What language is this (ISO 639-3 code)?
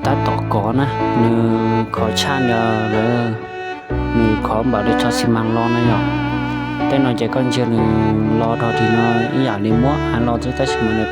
hmn